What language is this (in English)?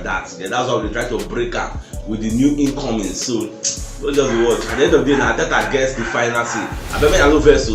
Nigerian Pidgin